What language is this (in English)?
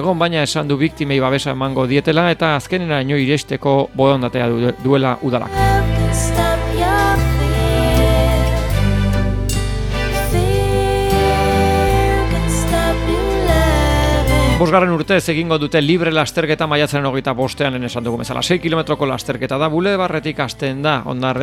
Basque